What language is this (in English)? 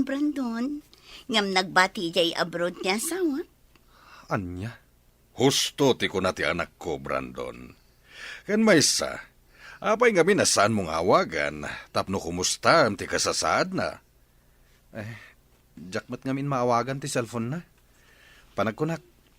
Iloko